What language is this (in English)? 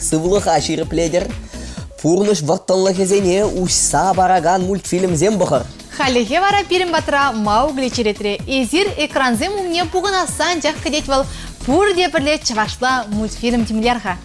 Chuvash